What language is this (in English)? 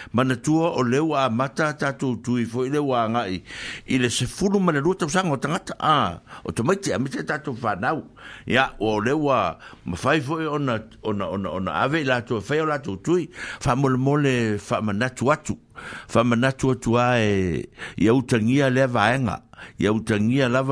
Samoan